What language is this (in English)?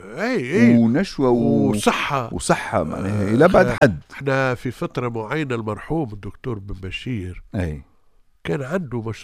Tunisian Arabic